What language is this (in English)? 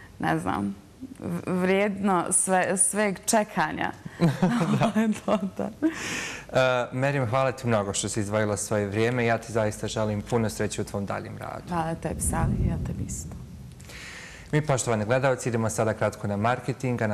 Bosnian